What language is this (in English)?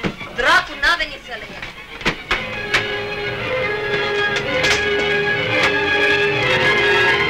Romanian